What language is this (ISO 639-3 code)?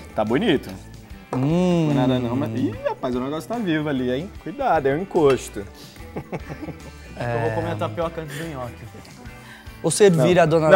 por